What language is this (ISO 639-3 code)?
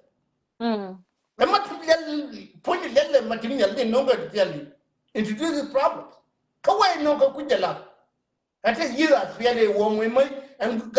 nus